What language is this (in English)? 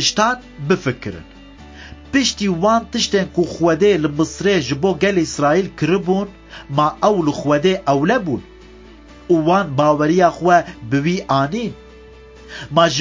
Kurdish